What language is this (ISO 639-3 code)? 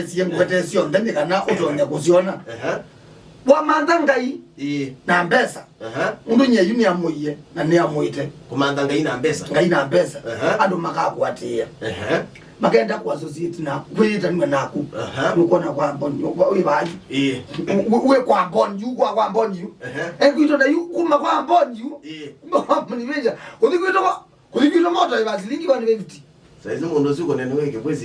kam